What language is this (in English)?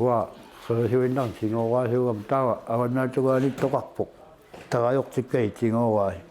Kalaallisut